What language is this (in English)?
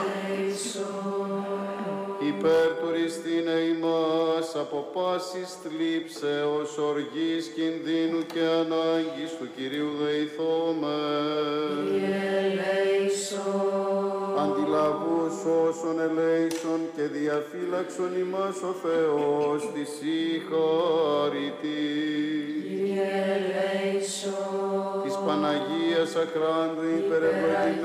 Greek